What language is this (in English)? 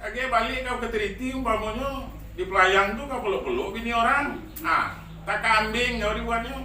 Minangkabau